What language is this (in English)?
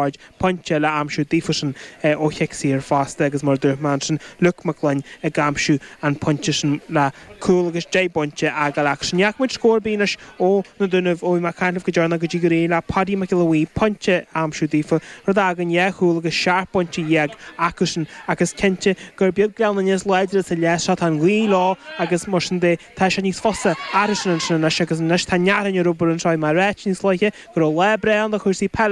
Irish